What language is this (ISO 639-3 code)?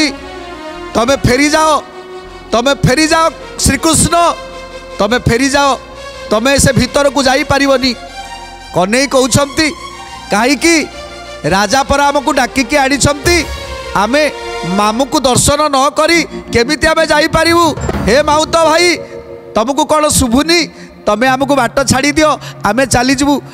ori